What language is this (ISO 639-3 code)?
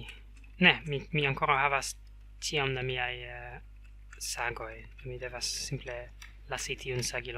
epo